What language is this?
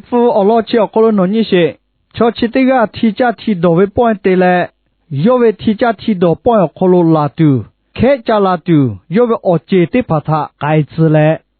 Lahu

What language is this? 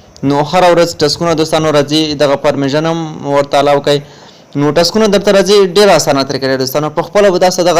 Pashto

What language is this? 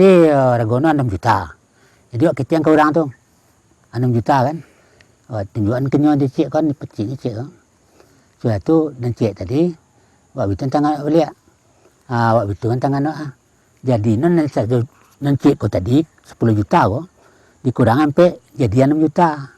Minangkabau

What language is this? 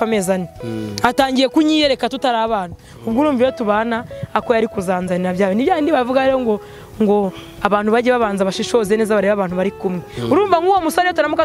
Kinyarwanda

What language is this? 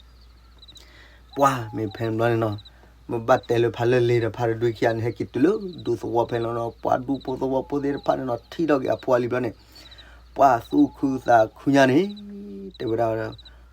S'gaw Karen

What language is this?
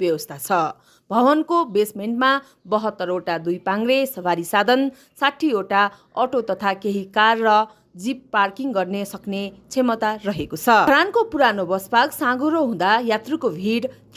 Nepali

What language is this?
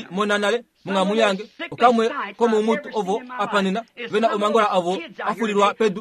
Kuanyama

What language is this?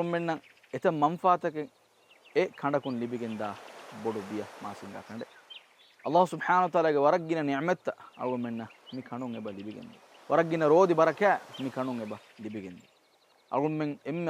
Divehi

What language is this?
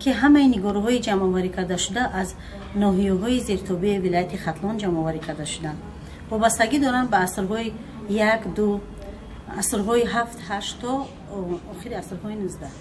Tajik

